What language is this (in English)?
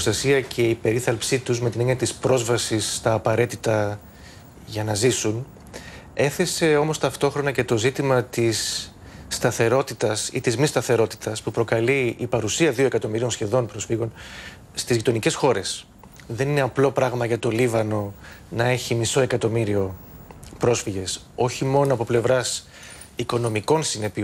Greek